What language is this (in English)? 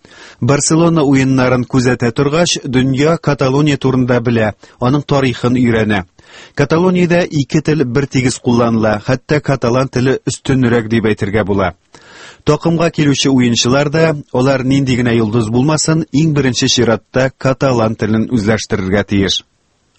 Tatar